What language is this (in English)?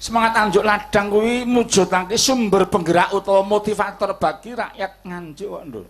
Javanese